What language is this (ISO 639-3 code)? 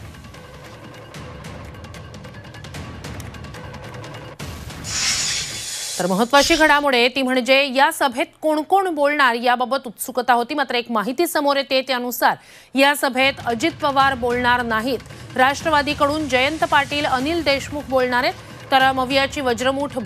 mar